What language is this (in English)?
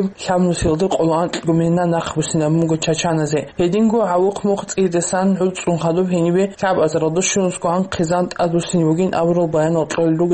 Avaric